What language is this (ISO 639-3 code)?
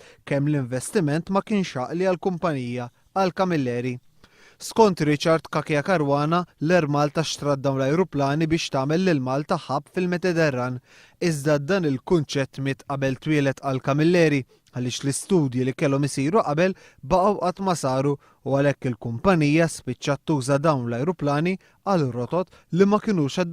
mlt